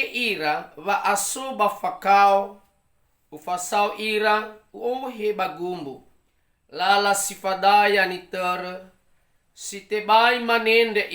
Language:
Nias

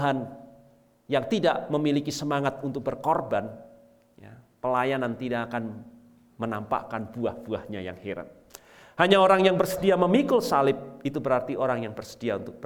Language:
Indonesian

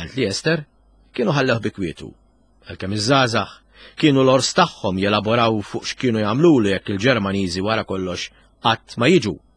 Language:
Maltese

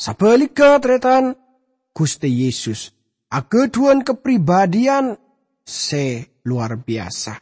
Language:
Madurese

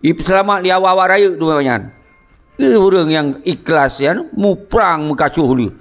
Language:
Achinese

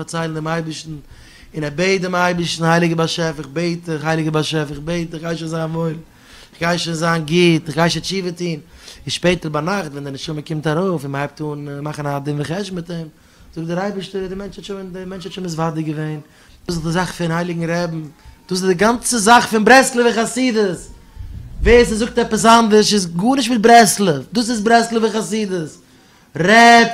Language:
Yiddish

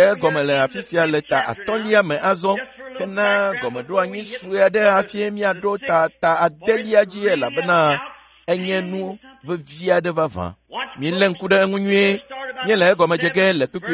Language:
Ewe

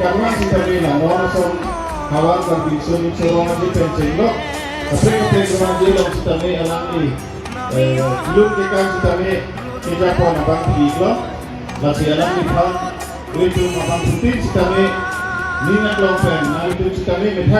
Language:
Karbi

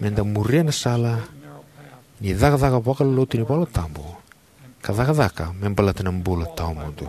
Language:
Fijian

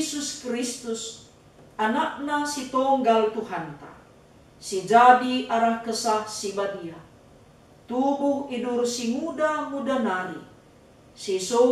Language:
Batak Karo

